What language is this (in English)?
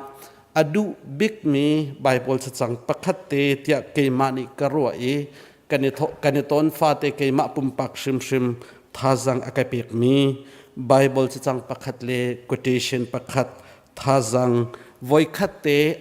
Hakha Chin